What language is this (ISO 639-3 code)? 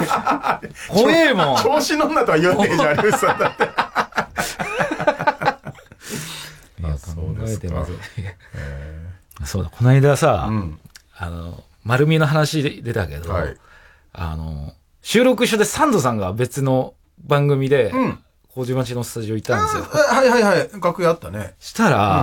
jpn